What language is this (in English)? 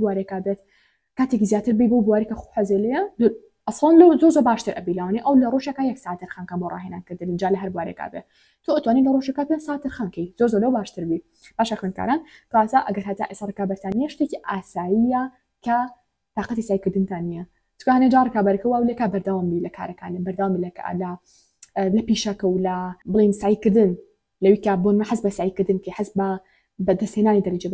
Central Kurdish